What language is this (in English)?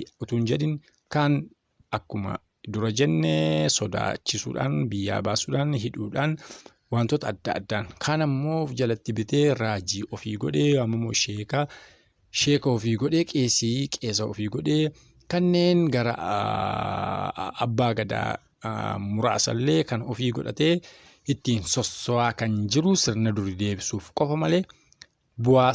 Oromo